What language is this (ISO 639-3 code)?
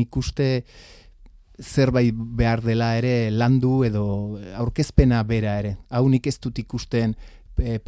eus